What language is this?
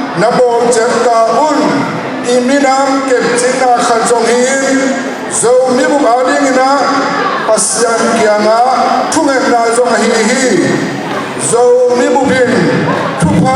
Tedim Chin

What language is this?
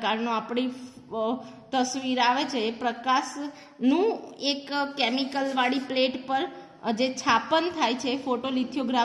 Gujarati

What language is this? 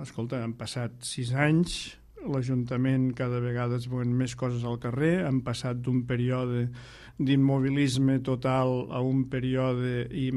Catalan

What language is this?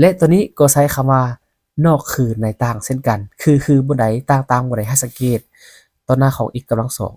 Lao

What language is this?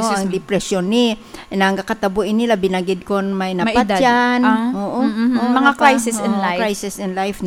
Hiligaynon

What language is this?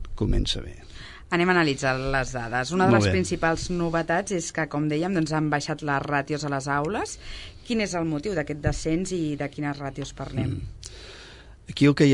Catalan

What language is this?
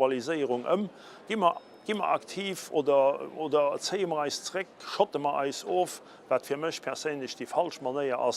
Luxembourgish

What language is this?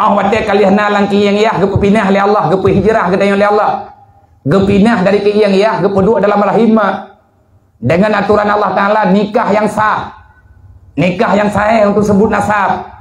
Achinese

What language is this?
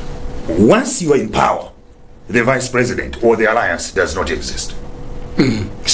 Nyanja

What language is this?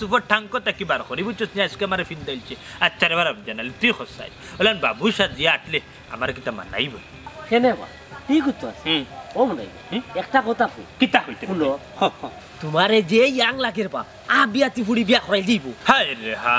Sylheti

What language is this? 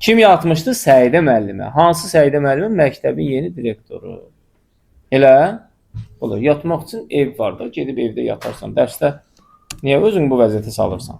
Azerbaijani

